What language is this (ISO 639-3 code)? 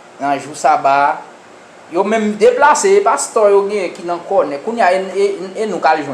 hat